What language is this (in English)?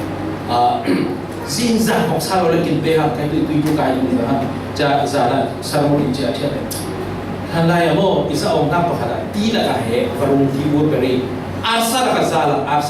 Falam Chin